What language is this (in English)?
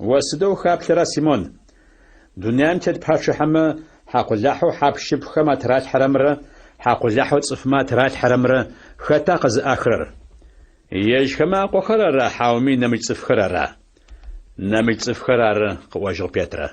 Adyghe